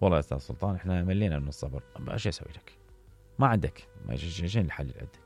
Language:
Mesopotamian Arabic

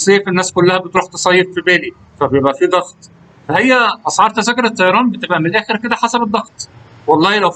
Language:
Egyptian Arabic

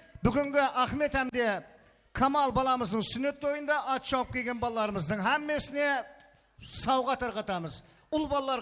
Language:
Kara-Kalpak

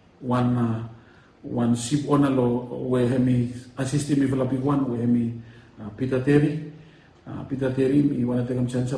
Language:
Bislama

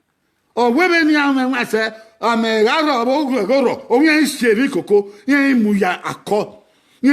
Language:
Bini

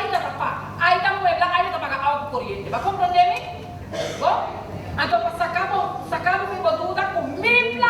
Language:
Papiamento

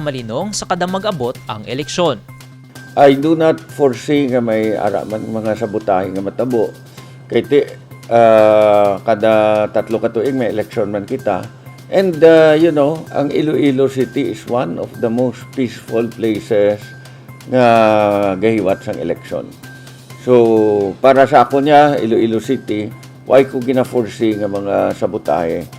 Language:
Hiligaynon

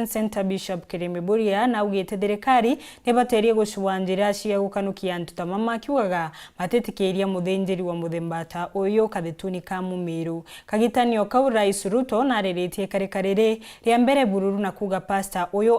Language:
Meru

